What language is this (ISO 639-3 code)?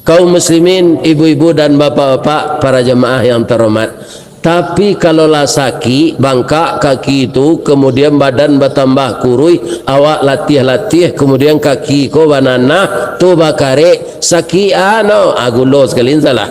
min